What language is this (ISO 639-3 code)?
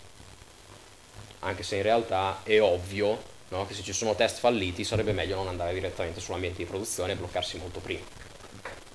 ita